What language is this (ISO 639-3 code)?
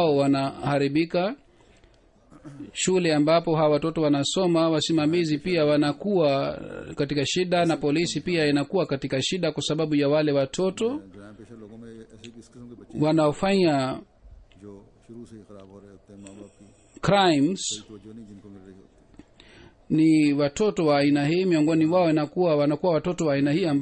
swa